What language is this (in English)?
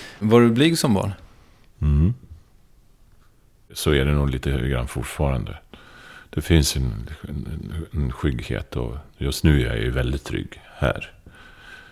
Swedish